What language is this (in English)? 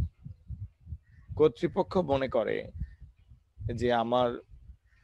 Bangla